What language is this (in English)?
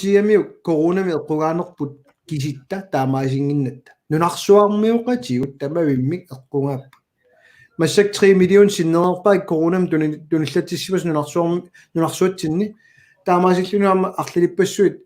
Kalaallisut